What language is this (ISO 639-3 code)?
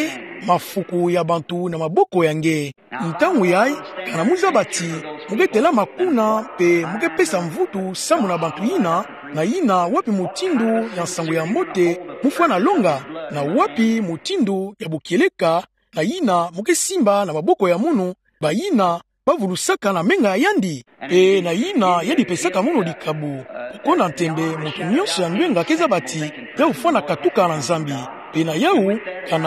ktu